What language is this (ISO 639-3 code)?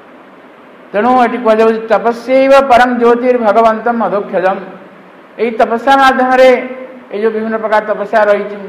ori